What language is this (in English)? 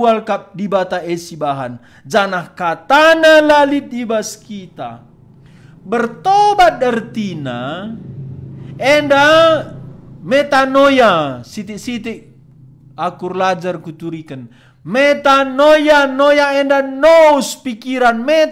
Batak Karo